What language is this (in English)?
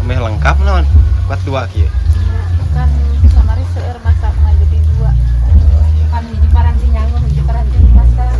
Sundanese